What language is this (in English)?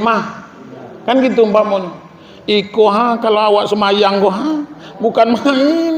Minangkabau